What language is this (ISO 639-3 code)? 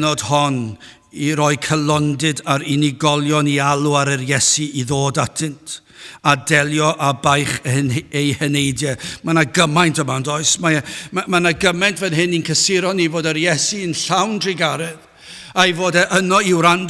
cym